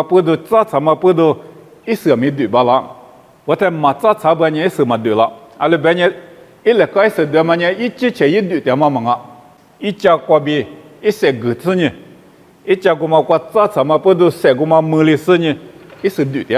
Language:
Lisu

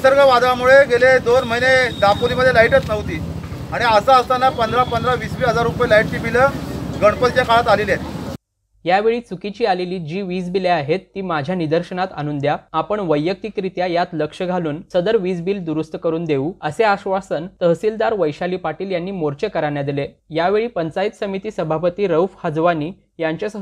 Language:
Marathi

